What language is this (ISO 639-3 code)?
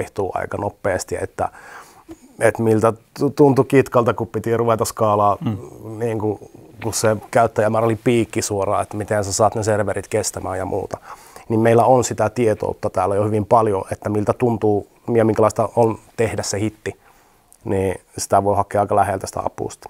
fin